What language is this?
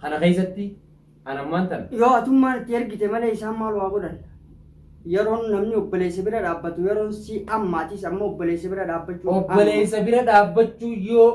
Oromo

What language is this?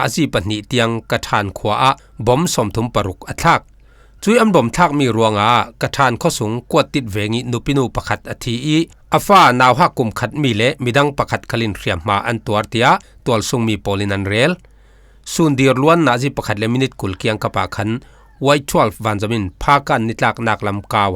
Falam Chin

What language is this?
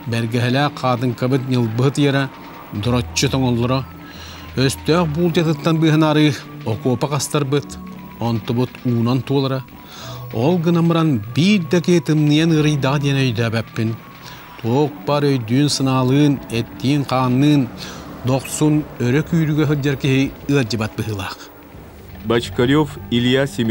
Yakut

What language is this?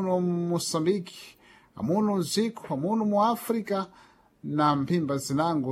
Sena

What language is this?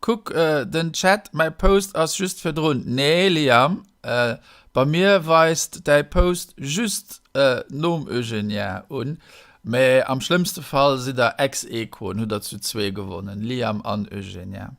Luxembourgish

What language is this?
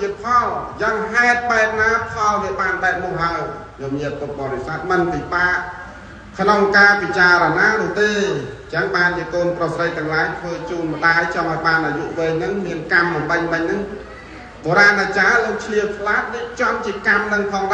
Khmer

